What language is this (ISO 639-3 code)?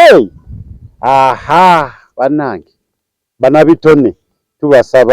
lug